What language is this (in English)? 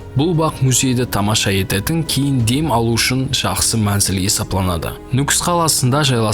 Kara-Kalpak